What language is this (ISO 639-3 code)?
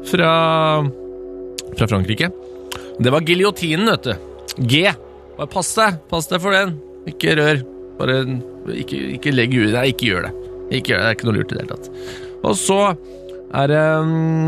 nor